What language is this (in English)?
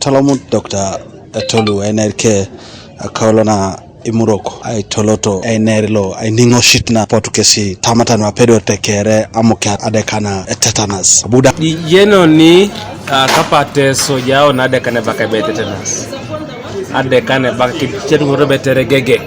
Teso